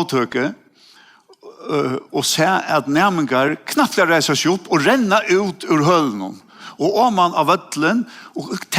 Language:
Faroese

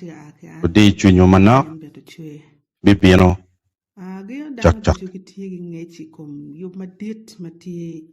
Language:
Acoli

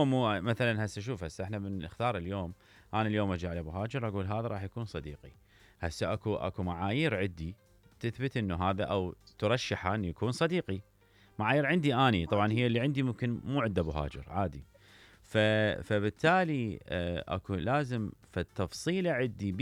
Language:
Mesopotamian Arabic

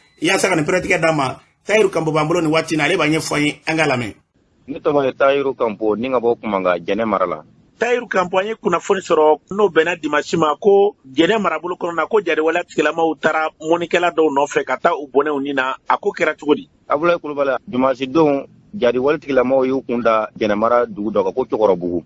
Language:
Bambara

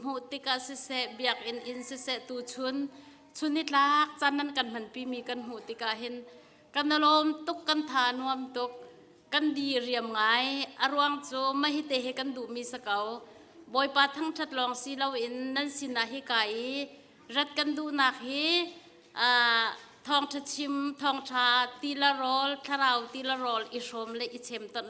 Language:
Hakha Chin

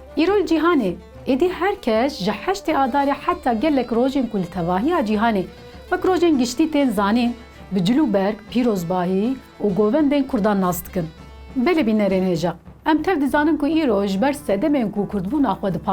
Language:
Kurdish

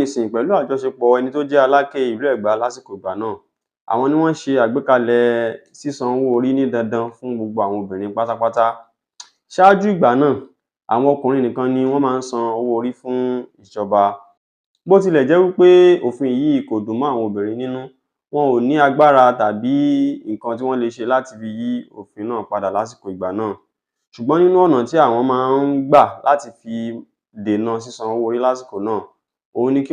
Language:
Yoruba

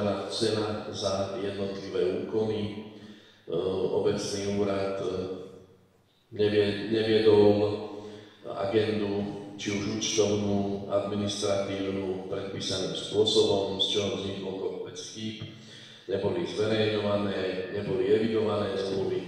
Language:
Slovak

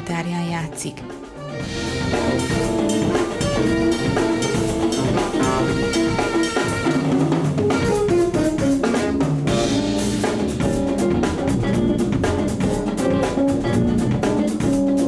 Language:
Hungarian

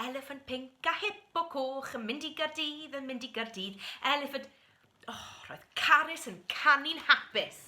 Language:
Welsh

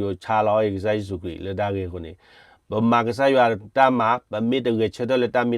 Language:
S'gaw Karen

